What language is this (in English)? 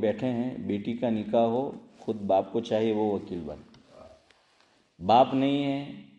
Urdu